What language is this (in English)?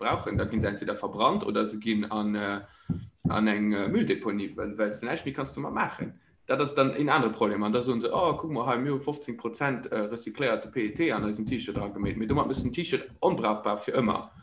Luxembourgish